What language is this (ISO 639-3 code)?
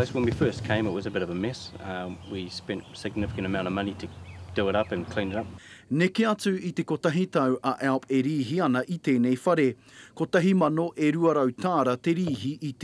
mri